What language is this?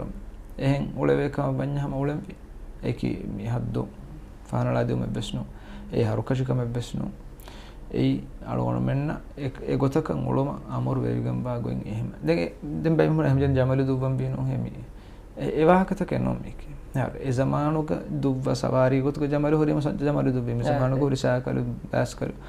Divehi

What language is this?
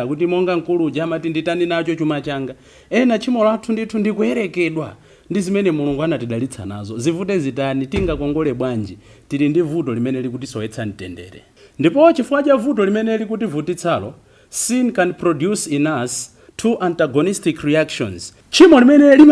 Nyanja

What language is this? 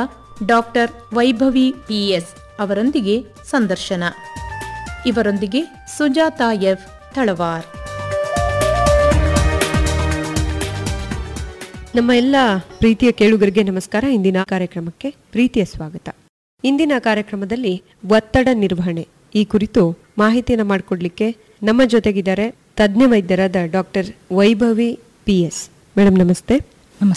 Kannada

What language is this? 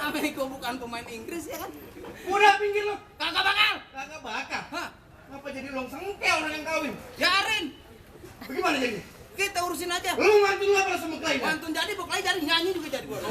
Betawi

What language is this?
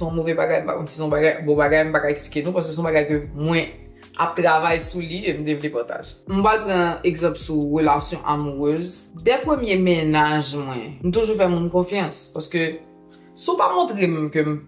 Haitian Creole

